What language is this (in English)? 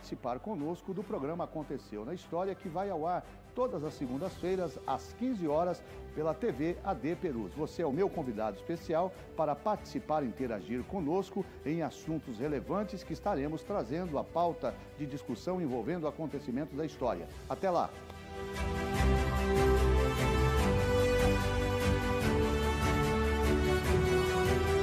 Portuguese